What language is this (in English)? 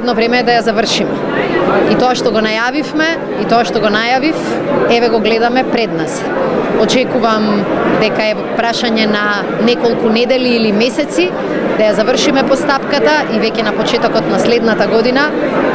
Macedonian